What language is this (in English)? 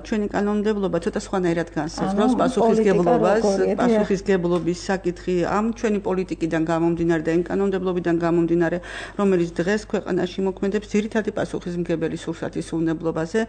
Georgian